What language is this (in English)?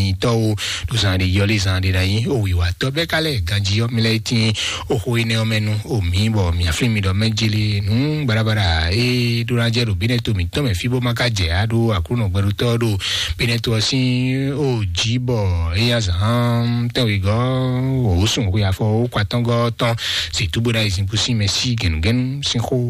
Fon